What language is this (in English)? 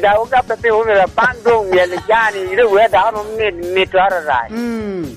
Lango (Uganda)